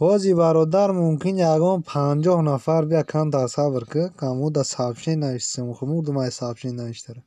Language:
Tajik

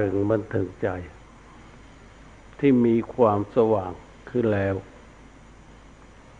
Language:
Thai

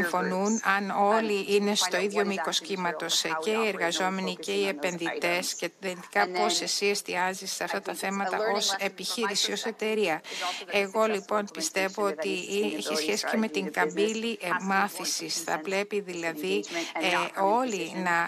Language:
Greek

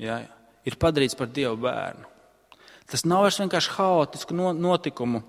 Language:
Latvian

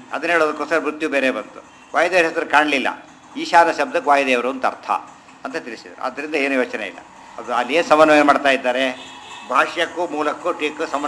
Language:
Kannada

